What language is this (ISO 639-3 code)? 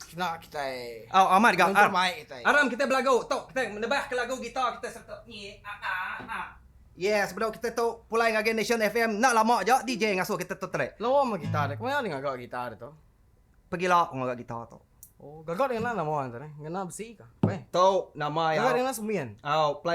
iba